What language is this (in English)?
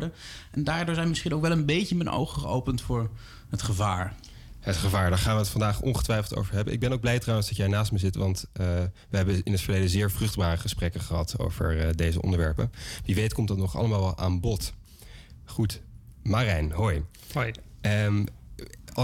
Dutch